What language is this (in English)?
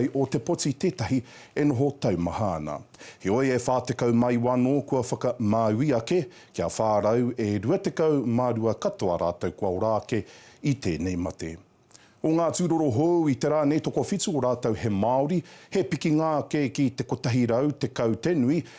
Māori